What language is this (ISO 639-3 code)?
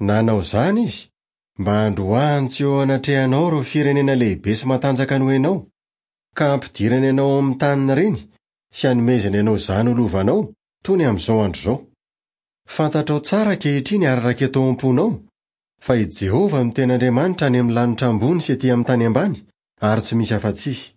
mlg